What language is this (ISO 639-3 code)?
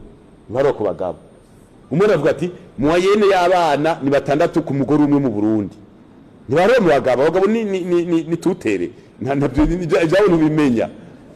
run